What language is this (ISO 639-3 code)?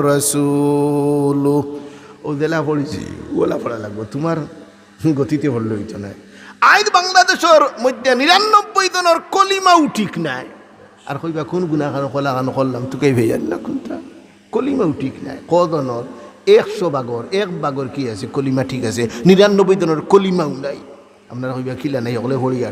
syl